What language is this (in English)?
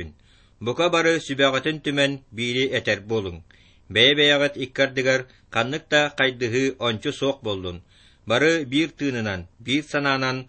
Yakut